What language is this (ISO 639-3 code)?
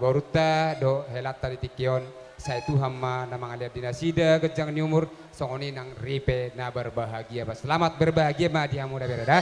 bbc